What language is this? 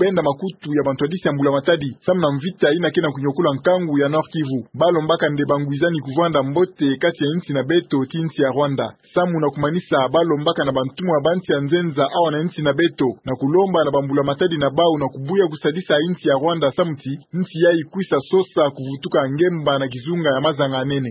Kituba (Democratic Republic of Congo)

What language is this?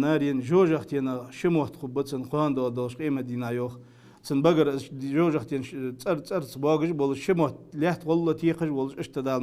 Ingush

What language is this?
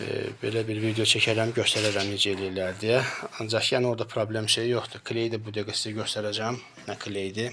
Azerbaijani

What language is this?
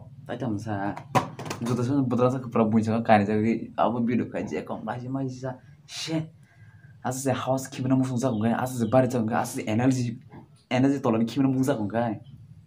Kok Borok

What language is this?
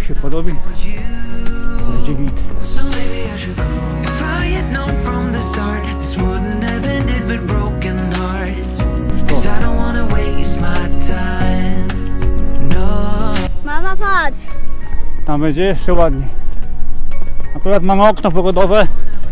Polish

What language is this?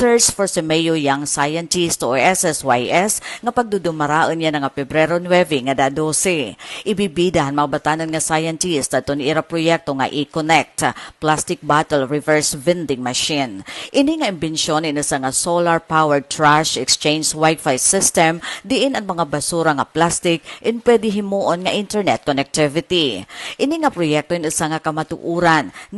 Waray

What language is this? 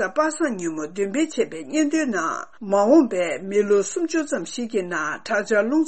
Tibetan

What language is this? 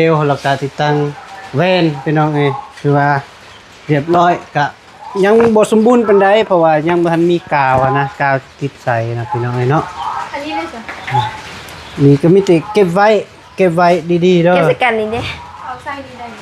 Lao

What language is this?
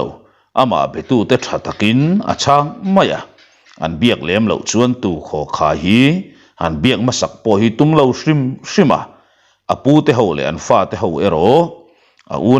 Mizo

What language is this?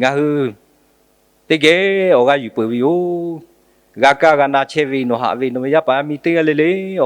Lahu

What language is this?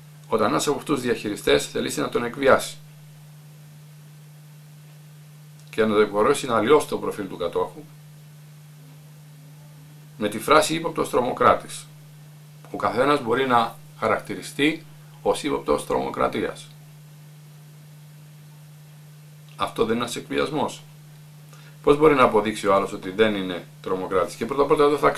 Greek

